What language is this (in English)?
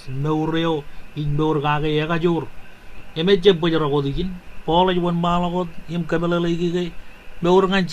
Marshallese